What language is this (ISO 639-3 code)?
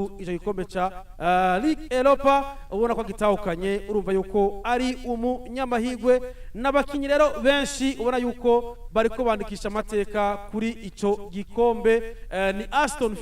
run